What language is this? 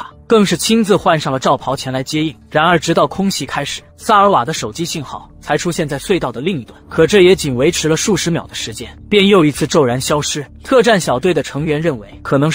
Chinese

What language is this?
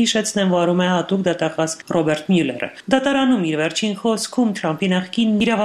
Armenian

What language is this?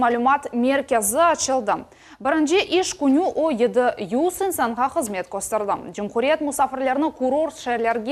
Crimean Tatar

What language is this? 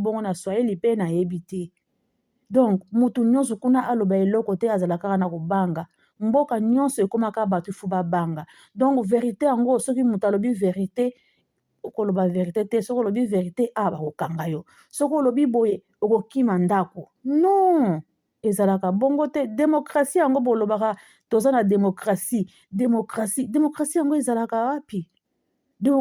Lingala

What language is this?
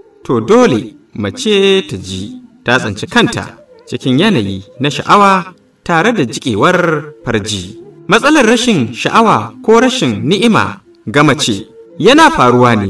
Hausa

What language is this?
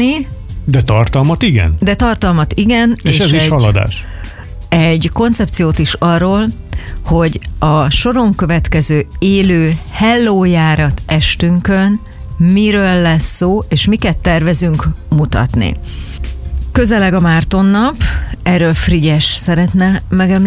Hungarian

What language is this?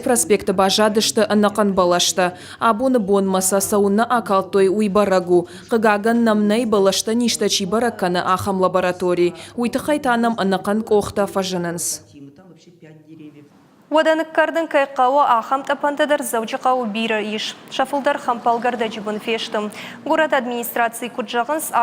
Ossetic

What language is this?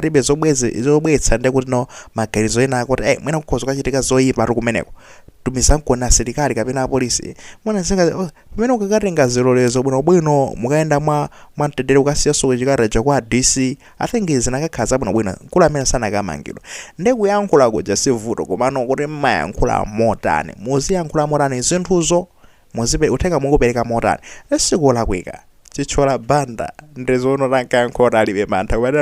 Nyanja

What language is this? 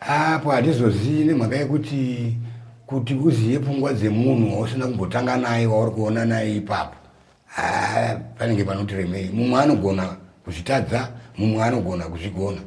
Shona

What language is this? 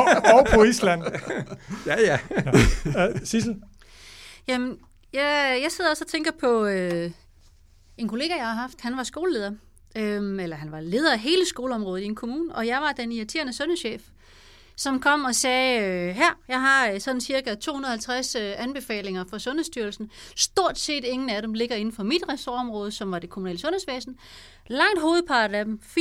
Danish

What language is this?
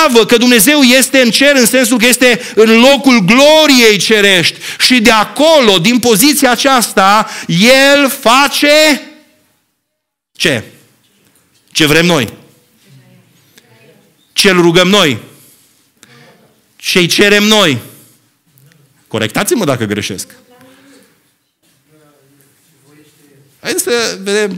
Romanian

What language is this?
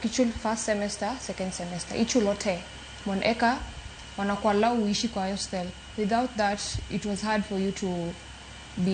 Luo (Kenya and Tanzania)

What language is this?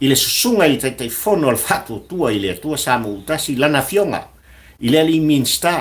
Samoan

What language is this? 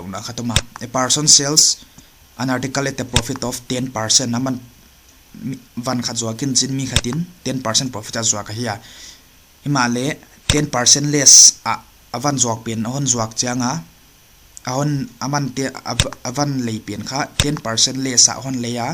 Paite Chin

